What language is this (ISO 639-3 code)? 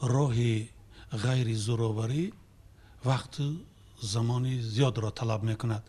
tgk